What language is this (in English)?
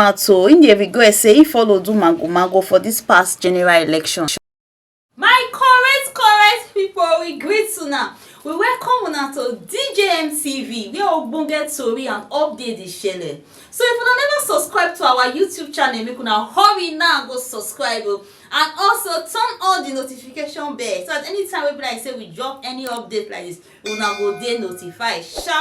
Nigerian Pidgin